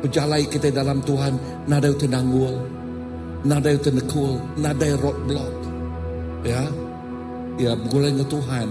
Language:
Iban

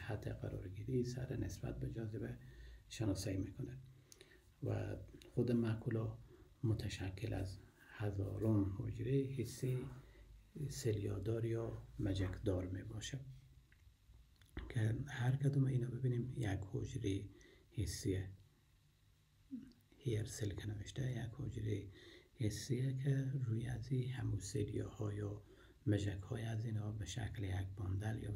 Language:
Persian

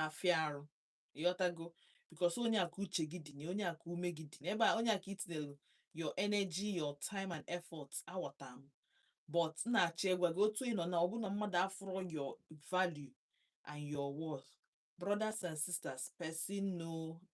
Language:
Igbo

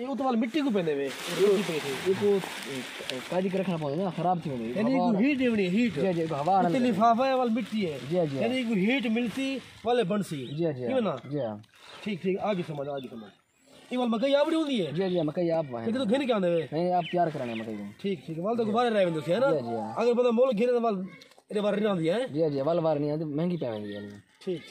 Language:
Saraiki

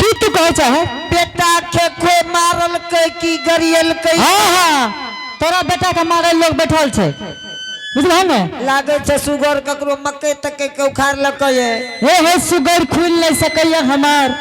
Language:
Angika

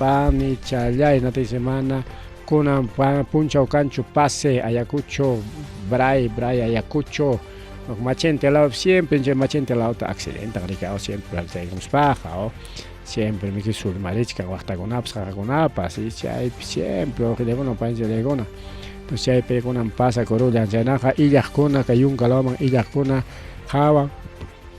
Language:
Ayacucho Quechua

